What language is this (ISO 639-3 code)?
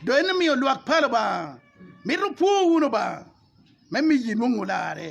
ach